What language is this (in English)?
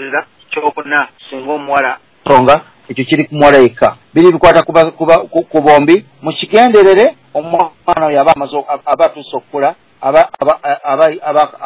Ganda